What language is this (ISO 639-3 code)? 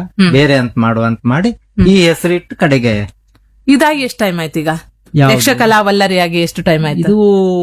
kan